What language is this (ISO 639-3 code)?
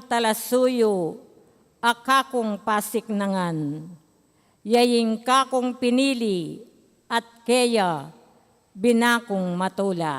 pam